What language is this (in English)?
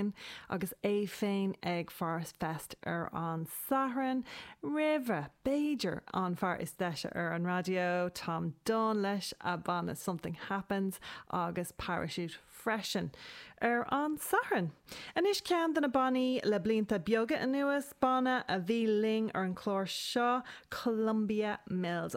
Irish